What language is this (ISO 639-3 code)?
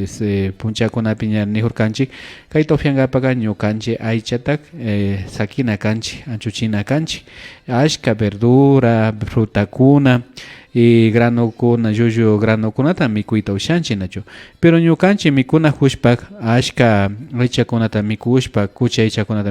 qvi